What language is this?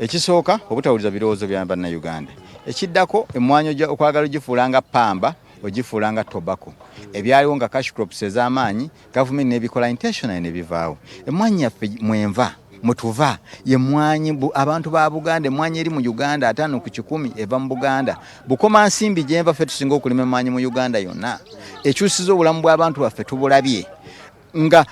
Ganda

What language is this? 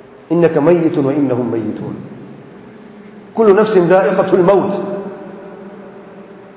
Urdu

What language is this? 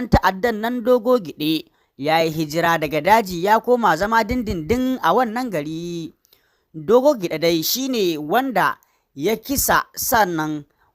Hausa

